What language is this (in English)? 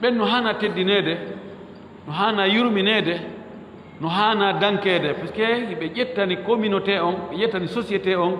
Fula